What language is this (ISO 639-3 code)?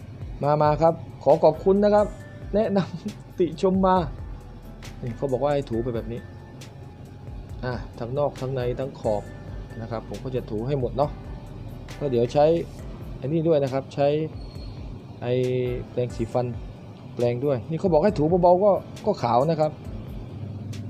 tha